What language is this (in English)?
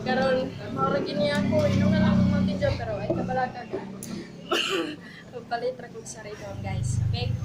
Cebuano